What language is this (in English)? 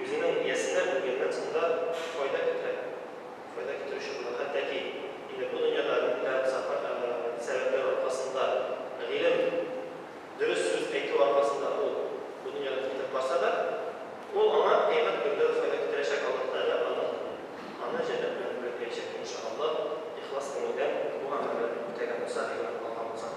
Tatar